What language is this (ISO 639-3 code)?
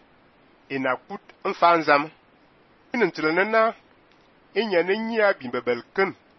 fan